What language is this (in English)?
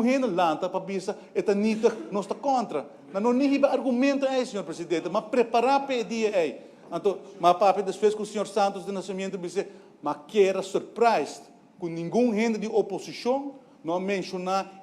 Papiamento